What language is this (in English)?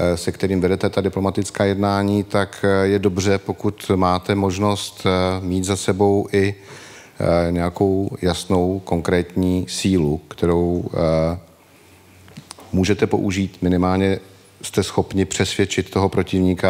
Czech